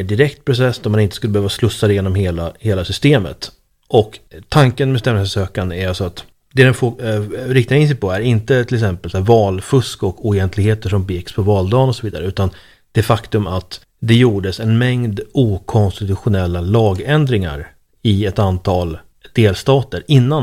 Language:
Swedish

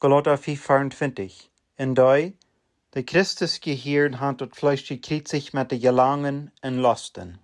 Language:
Plautdietsch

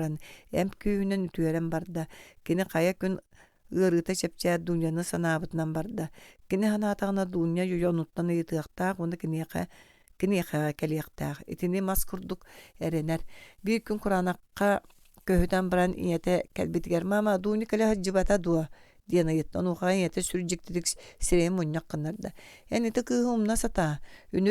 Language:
Yakut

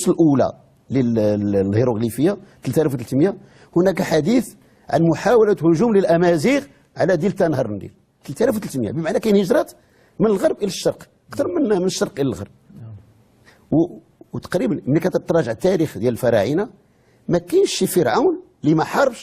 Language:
Moroccan Arabic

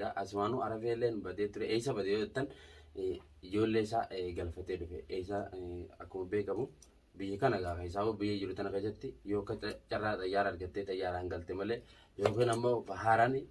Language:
Oromo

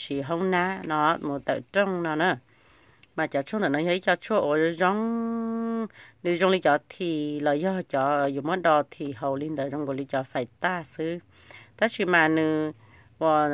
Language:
Hmong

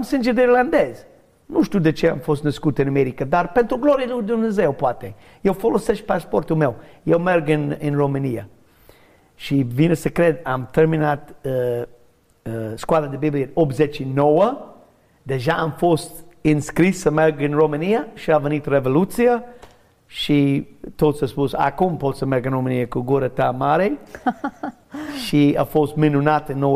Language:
Romanian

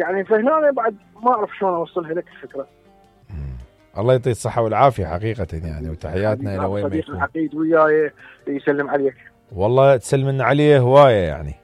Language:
Mesopotamian Arabic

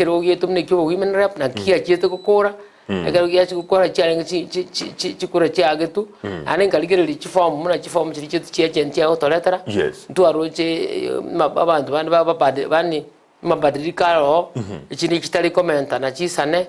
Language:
Gusii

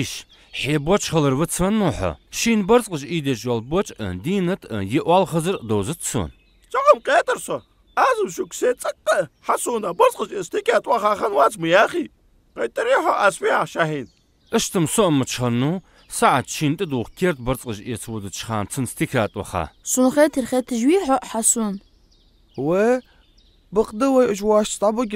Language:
Ingush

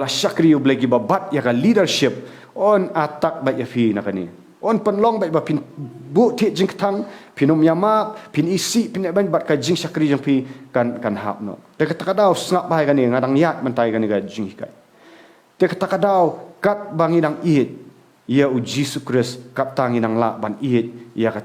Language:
Khasi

